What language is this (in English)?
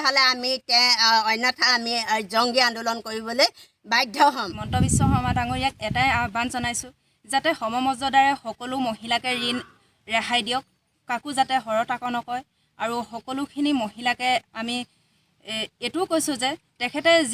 Assamese